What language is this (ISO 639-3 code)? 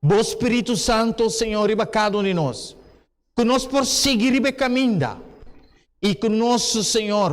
pap